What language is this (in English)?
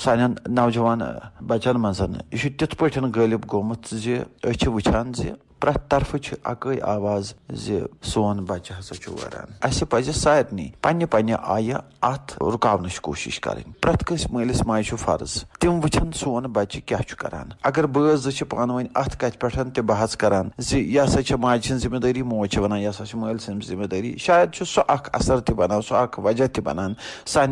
Kashmiri